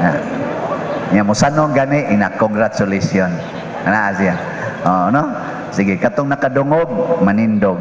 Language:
Cebuano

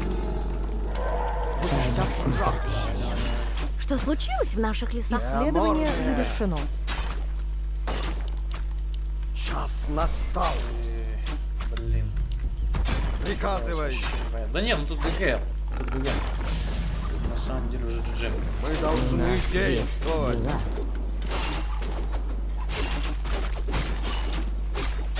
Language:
Russian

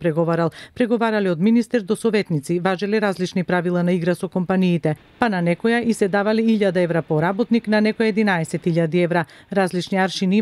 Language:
Macedonian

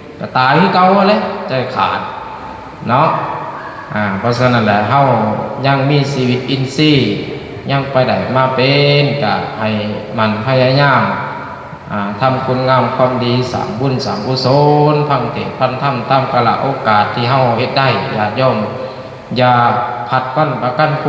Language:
Lao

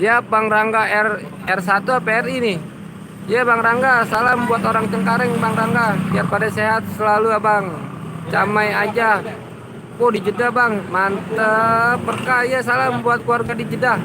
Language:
Betawi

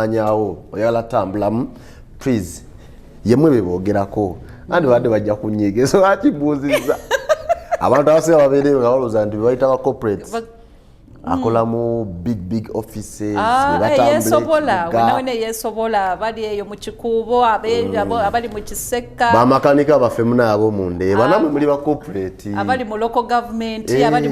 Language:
Ganda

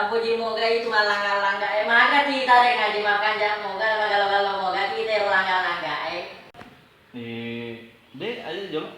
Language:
Buginese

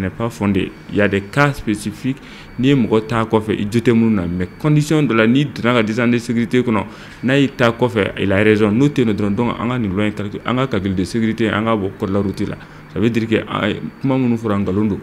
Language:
Bambara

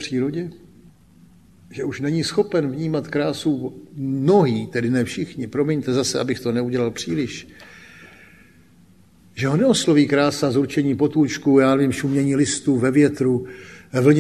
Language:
Czech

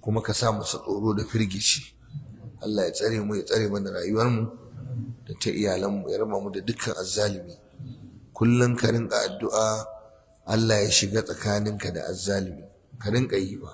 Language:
Hausa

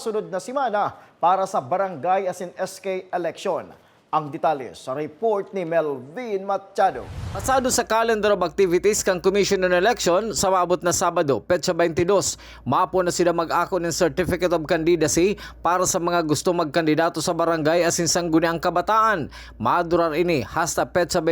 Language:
Bikol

